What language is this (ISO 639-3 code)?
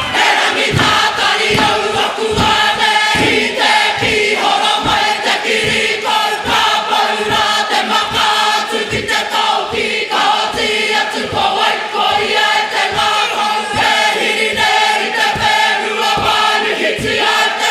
mri